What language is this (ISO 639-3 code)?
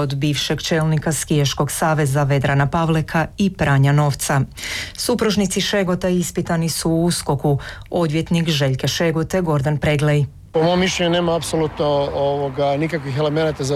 hrv